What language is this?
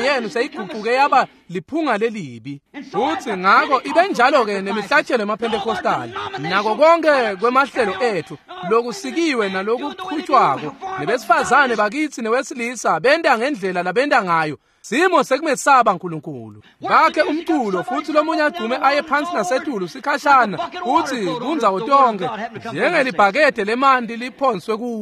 Swati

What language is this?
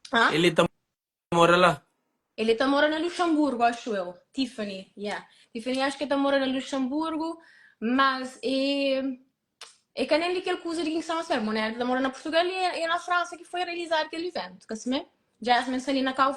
Kabuverdianu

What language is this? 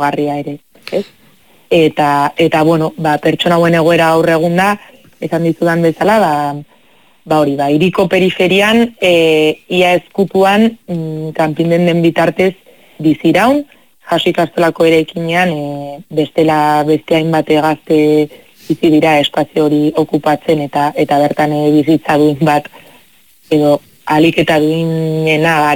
Basque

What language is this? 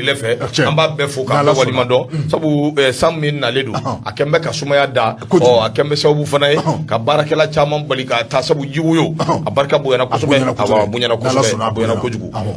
Bambara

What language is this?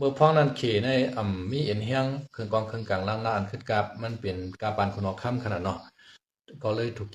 Shan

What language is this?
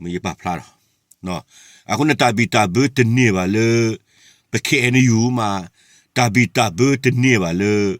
S'gaw Karen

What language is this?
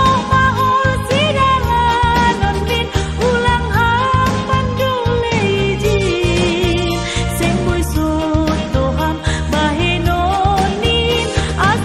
Batak Simalungun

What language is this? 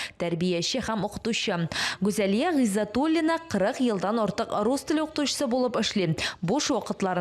Tatar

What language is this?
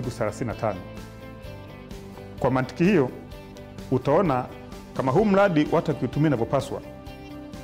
Swahili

